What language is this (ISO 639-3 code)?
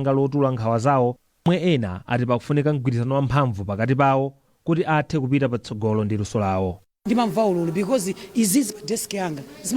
nya